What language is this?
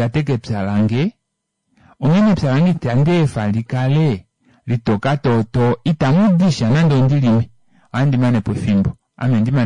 Kuanyama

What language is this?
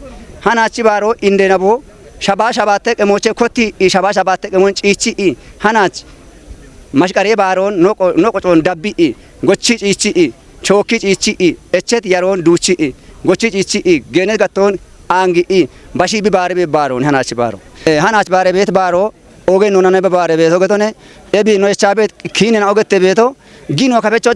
Kafa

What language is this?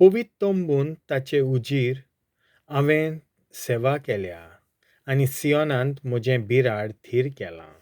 Konkani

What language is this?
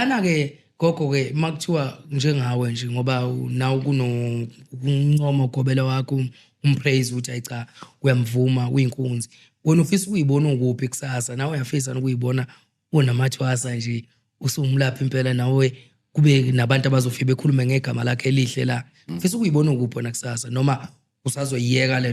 Zulu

